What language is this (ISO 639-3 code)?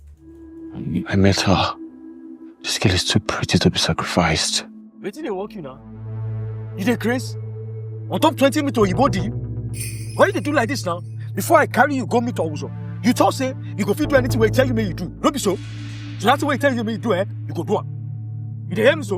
pcm